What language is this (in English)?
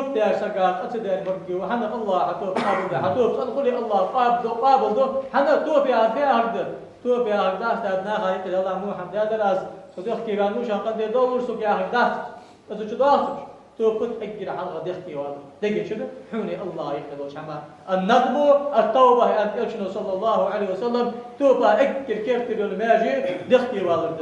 Ingush